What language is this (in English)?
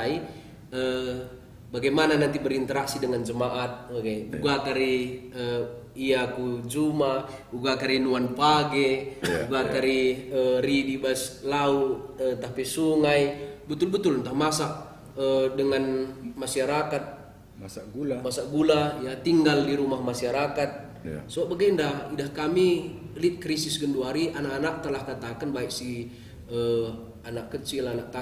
Batak Karo